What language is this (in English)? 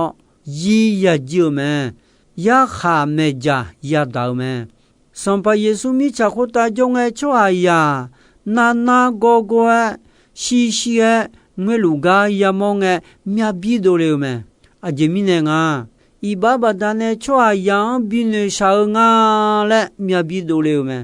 Akha